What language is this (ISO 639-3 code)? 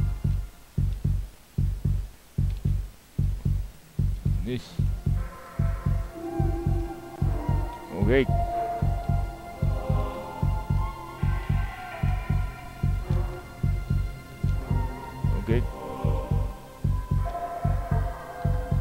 jpn